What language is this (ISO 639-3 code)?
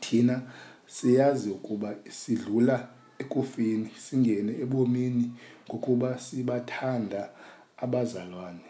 xho